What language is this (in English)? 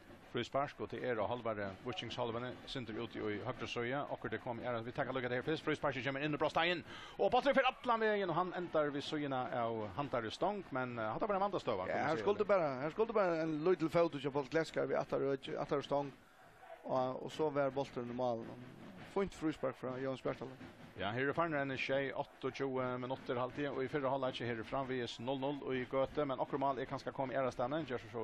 Faroese